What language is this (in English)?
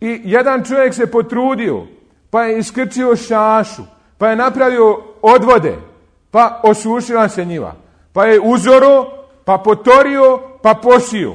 Bosnian